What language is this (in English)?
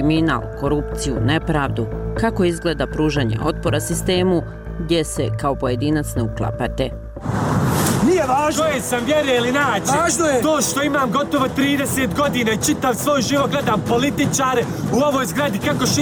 Bosnian